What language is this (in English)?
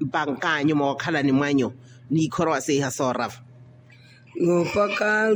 Makhuwa